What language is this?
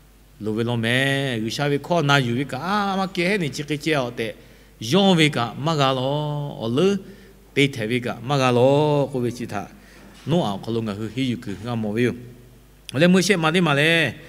Lahu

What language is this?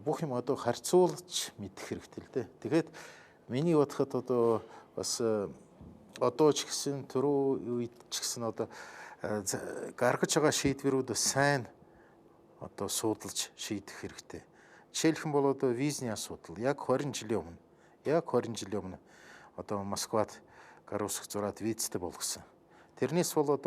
Mongolian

